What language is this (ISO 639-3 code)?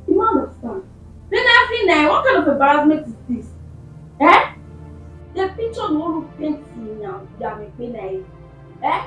bin